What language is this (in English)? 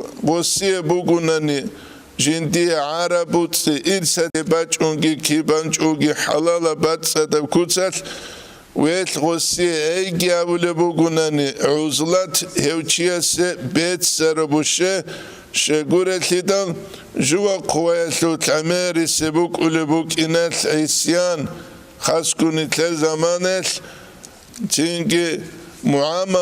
Avaric